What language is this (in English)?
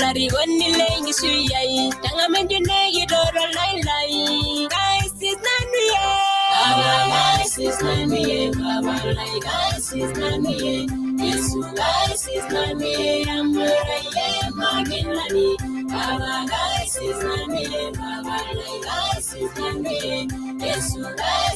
Masai